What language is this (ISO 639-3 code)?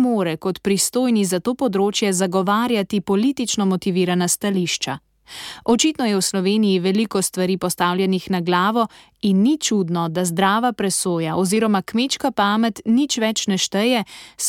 slv